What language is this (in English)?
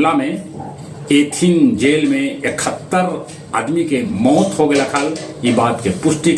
Magahi